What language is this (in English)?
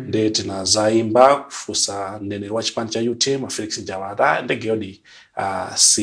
Nyanja